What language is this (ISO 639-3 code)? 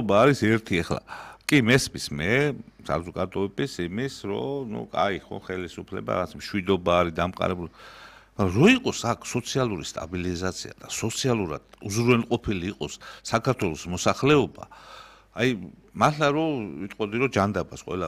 kat